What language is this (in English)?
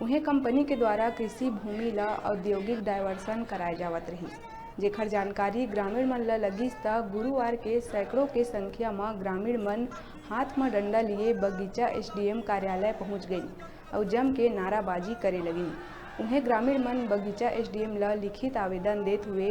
Chhattisgarhi